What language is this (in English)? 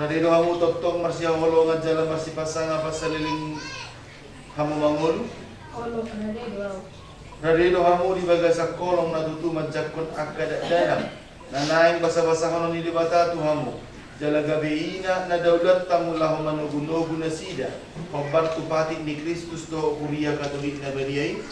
Batak Toba